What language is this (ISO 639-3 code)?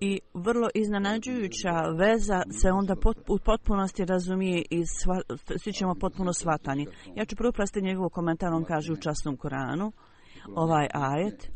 bos